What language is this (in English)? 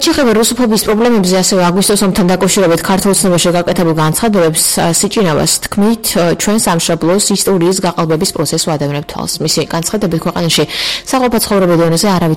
Georgian